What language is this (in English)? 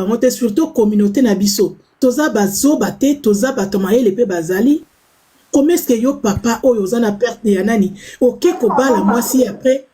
Lingala